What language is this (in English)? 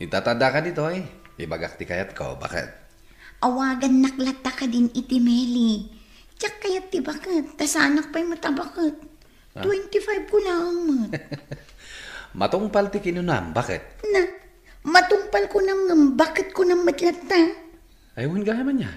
Iloko